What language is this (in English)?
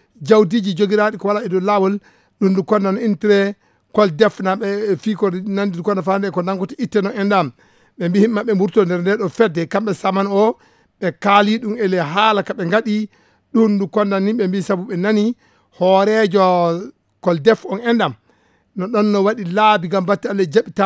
Fula